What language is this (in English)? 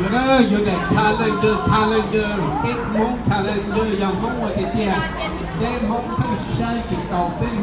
Hmong